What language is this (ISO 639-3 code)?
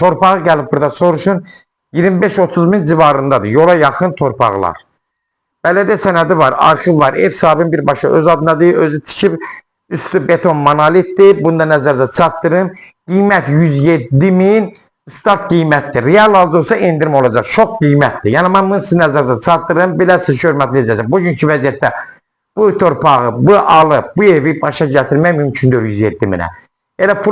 aze